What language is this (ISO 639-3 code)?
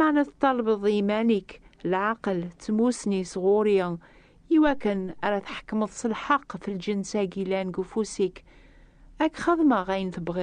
kab